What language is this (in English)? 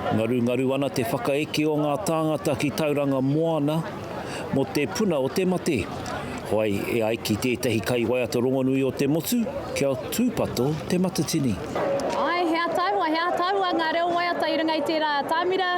Māori